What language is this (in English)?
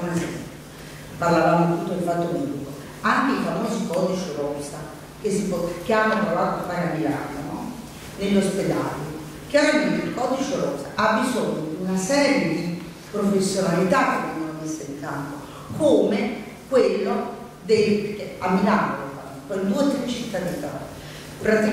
Italian